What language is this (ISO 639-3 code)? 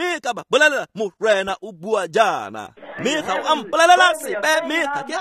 tsn